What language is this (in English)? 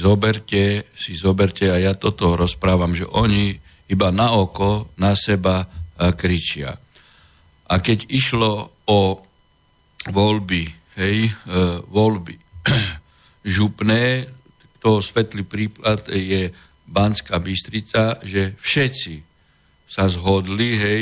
Slovak